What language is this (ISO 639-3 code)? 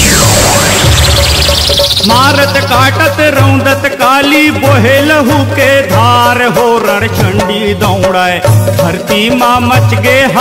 hne